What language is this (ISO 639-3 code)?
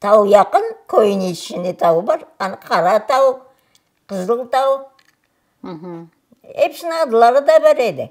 crh